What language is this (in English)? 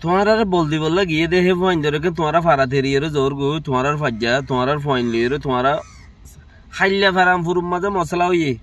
Rohingya